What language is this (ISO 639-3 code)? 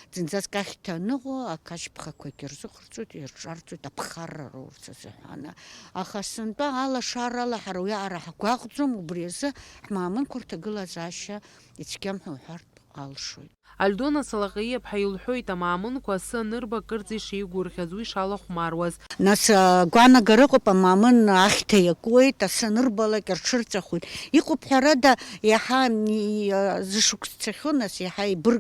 abk